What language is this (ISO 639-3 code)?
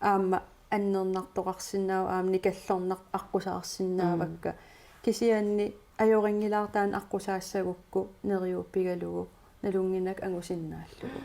kal